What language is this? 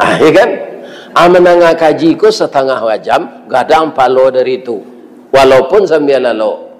Minangkabau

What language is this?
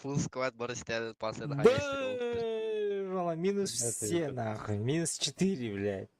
Yakut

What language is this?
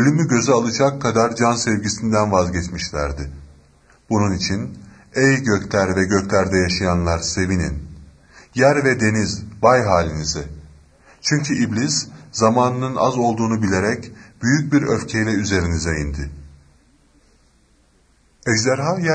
Turkish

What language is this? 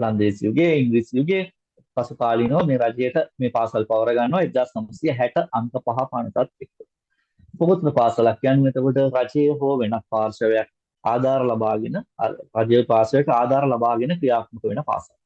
Sinhala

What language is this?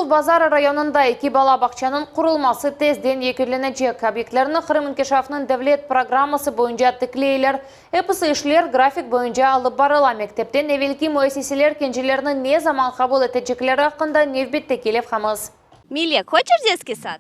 Crimean Tatar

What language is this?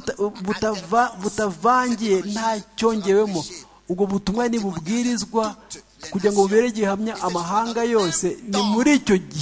Kinyarwanda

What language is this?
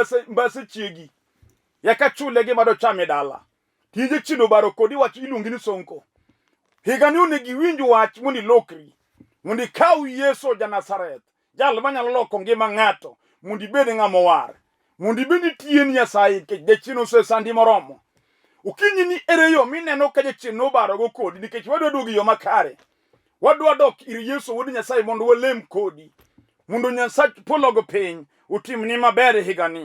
Luo (Kenya and Tanzania)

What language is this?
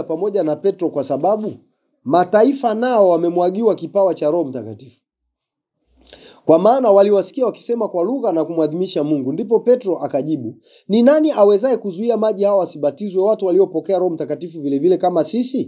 Swahili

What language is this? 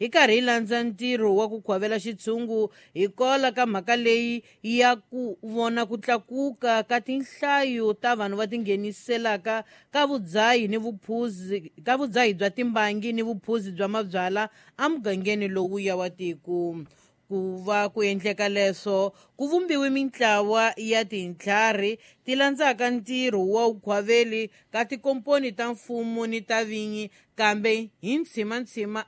Tsonga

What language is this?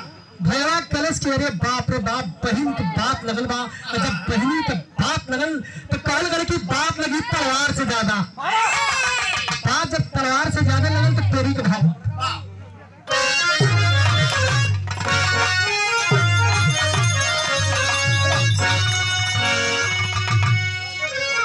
Bhojpuri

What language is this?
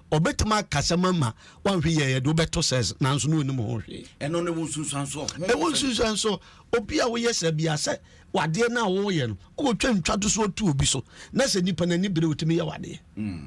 Akan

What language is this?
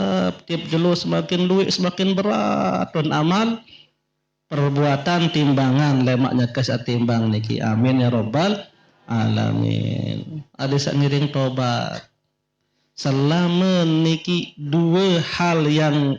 Sasak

